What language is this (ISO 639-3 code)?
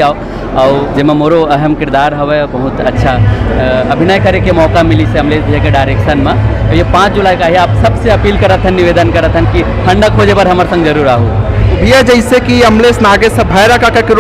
hne